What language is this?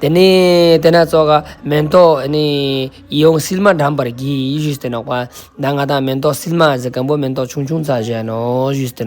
Ladakhi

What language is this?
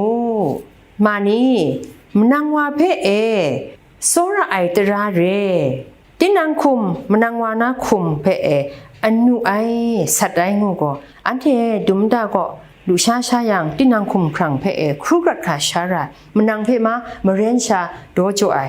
Kachin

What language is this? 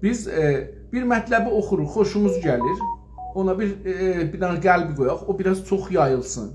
South Azerbaijani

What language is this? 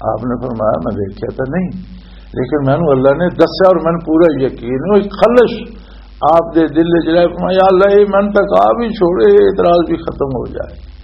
Western Panjabi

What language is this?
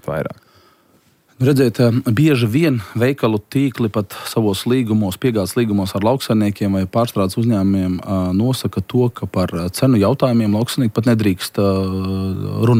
Latvian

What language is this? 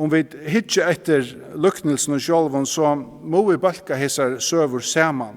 Faroese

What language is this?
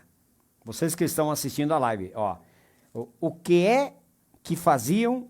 Venetian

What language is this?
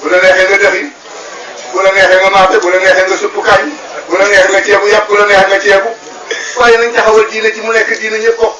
Wolof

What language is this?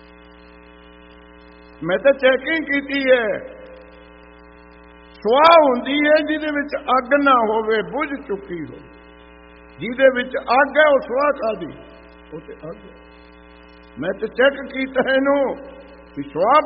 Punjabi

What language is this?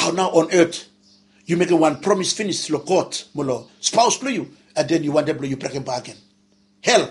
Bislama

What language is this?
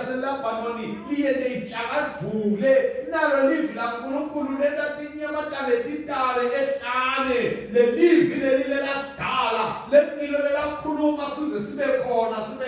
Swati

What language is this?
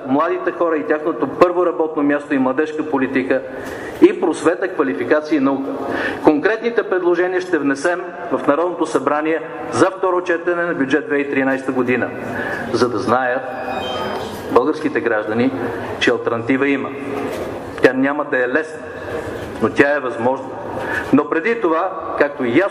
Bulgarian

